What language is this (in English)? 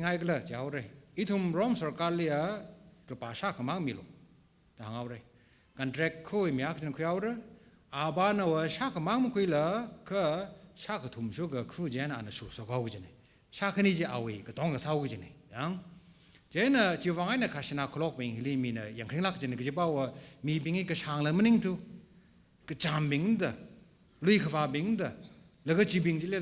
Tangkhul Naga (India)